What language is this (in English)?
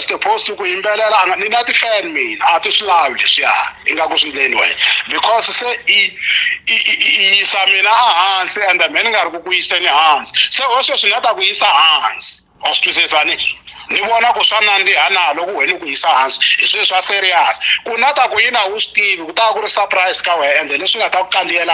Tsonga